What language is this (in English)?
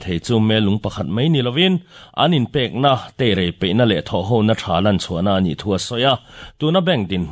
Mizo